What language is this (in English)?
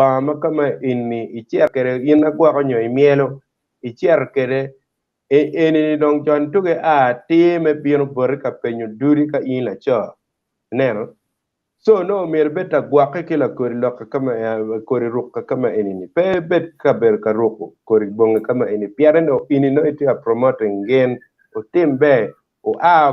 Acoli